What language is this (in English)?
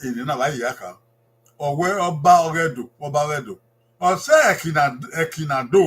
Bini